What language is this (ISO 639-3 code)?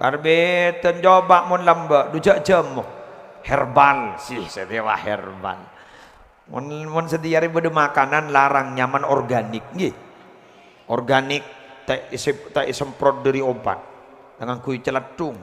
mad